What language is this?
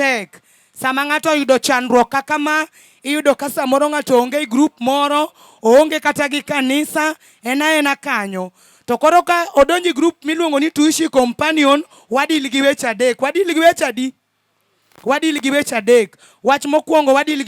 Luo (Kenya and Tanzania)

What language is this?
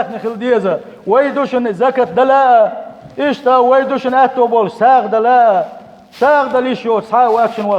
Chechen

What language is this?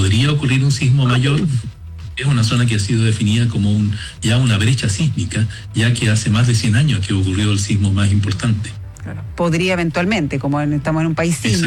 Spanish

